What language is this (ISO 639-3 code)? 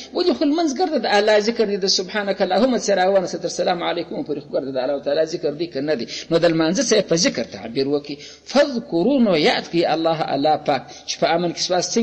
pus